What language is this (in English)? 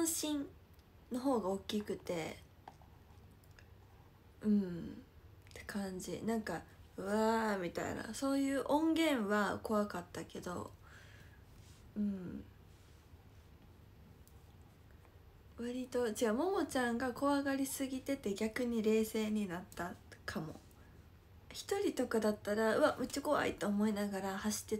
Japanese